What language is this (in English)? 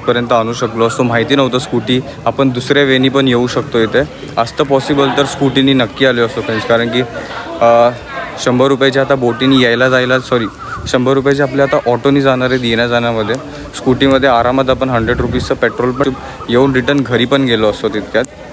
Marathi